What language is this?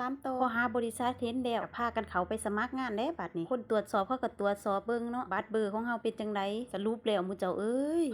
Lao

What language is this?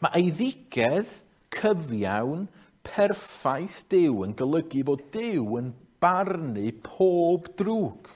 Welsh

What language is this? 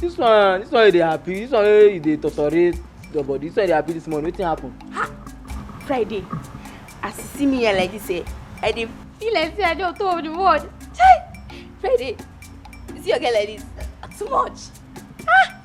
Nigerian Pidgin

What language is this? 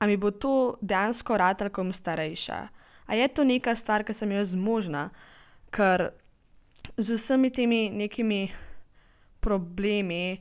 Slovenian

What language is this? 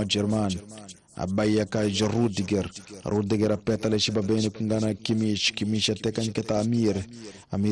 Tsonga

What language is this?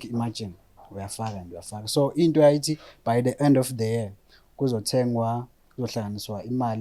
Zulu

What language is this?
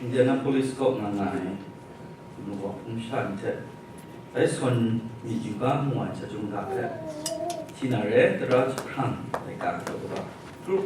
Kachin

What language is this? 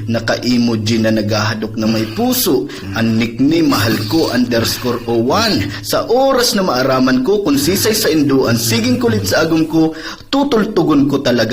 Bikol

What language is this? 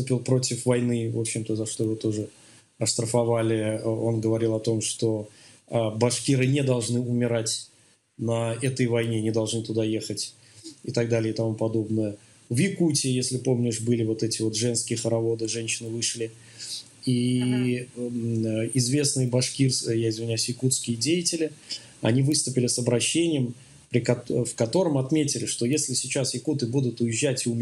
Russian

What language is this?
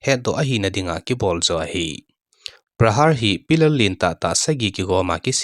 Thado Chin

